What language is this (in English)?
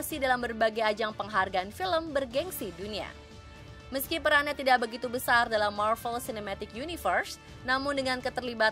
Indonesian